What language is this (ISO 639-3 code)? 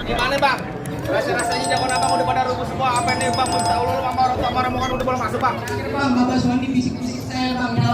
bew